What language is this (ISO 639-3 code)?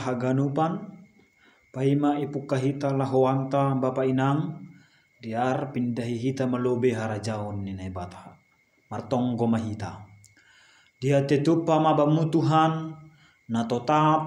bts